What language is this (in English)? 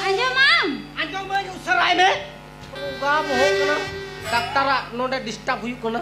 Santali